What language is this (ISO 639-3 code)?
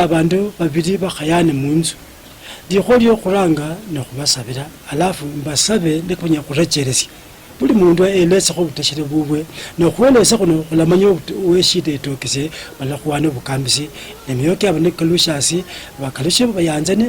luy